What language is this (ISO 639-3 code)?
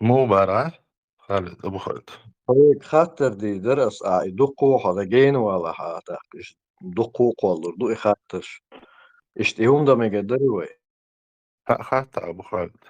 che